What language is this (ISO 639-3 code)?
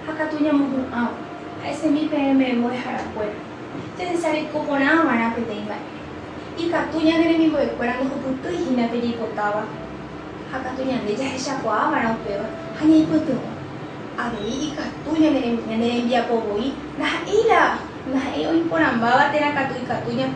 grn